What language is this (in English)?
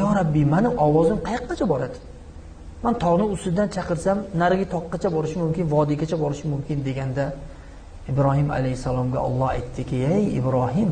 Uzbek